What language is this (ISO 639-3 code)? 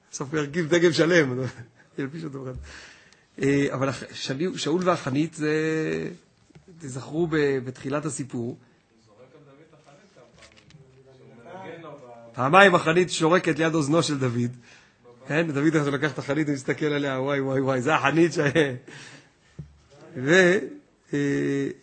heb